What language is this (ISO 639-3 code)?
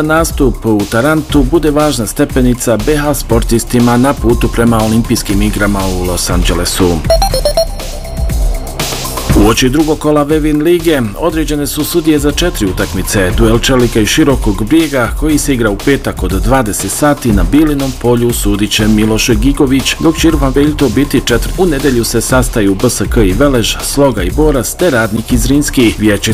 bos